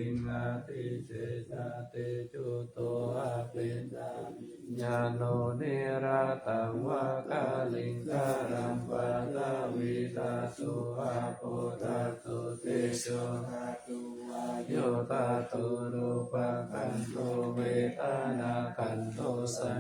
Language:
Pali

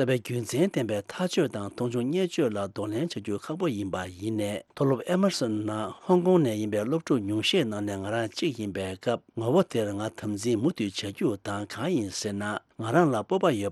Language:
Tibetan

